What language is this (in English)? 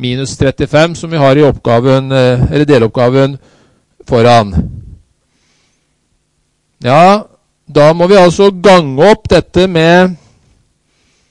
Norwegian